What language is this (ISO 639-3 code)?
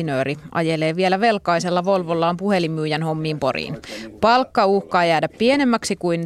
fin